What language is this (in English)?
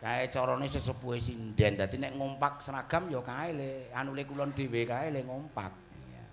Javanese